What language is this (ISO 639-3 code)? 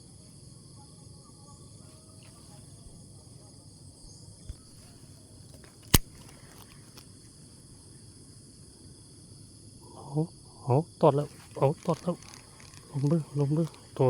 lao